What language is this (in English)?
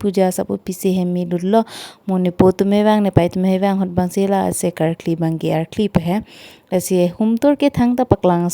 Karbi